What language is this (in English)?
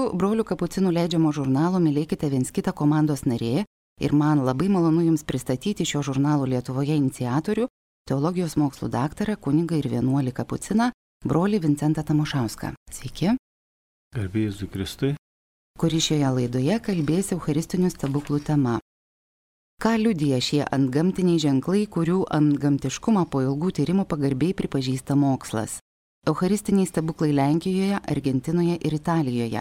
Lithuanian